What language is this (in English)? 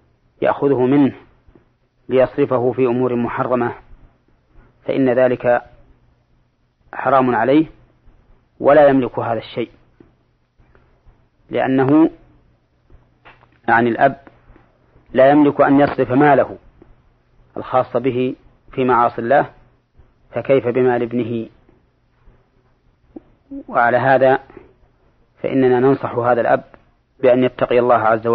Arabic